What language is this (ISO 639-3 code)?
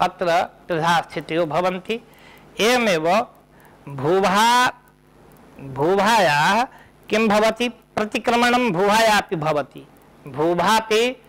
san